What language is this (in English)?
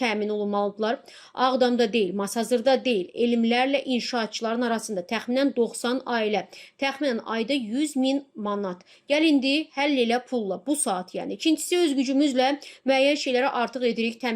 Azerbaijani